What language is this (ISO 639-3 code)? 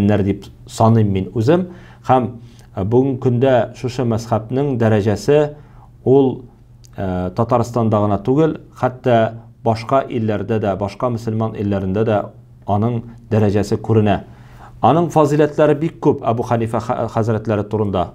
tat